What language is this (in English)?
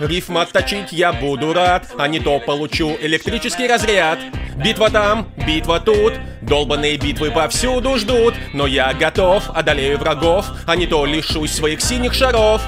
Russian